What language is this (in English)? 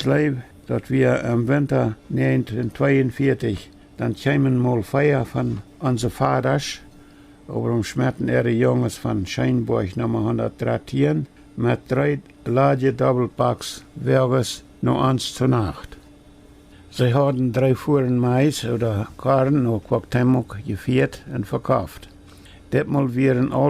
Plautdietsch